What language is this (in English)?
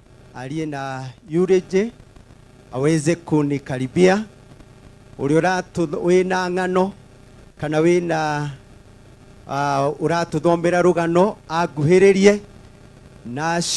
Kikuyu